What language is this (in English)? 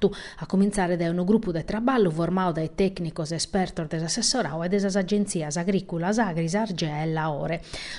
Sardinian